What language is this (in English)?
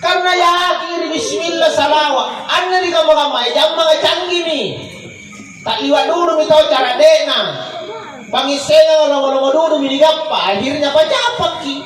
Makasar